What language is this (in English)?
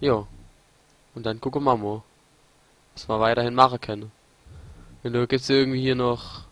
Palatine German